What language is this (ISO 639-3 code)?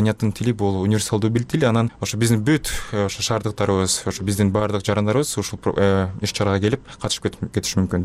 kir